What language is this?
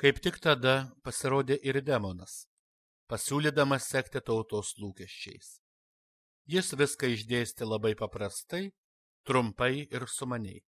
Lithuanian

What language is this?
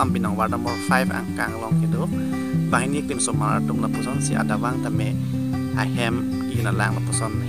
Karbi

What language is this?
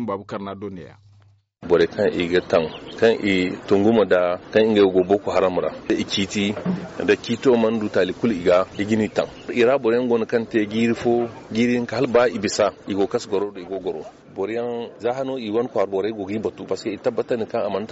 Zarma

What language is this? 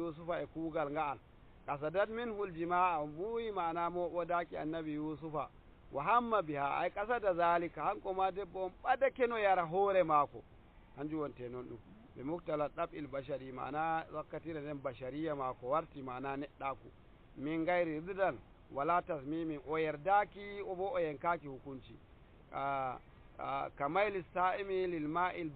Nigerian Fulfulde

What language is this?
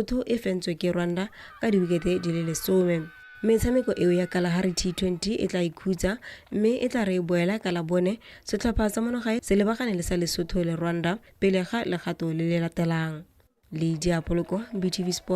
Tswana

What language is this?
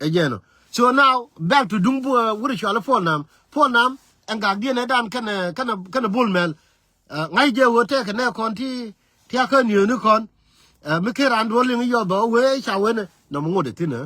Nuer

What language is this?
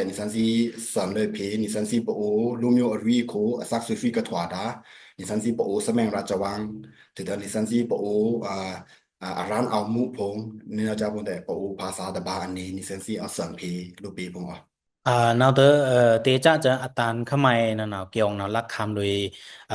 Pa'o Karen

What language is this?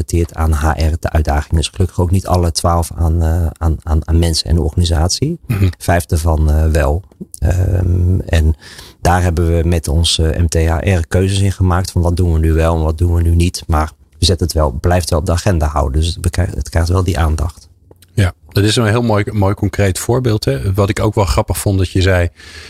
Dutch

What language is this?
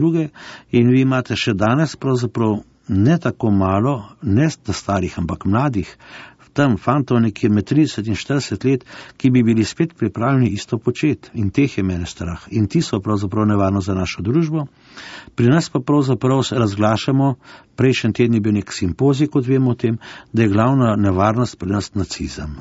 Slovenian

